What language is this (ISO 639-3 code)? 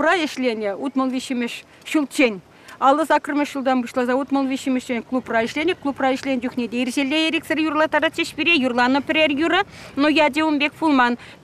chv